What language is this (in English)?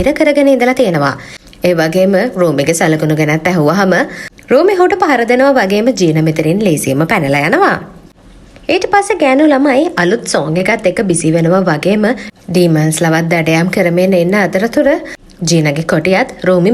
Sinhala